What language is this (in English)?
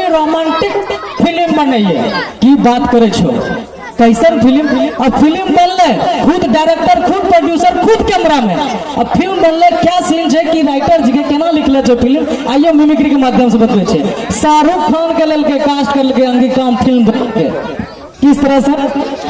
Angika